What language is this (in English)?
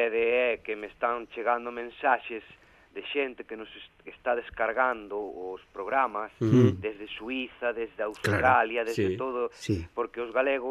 Galician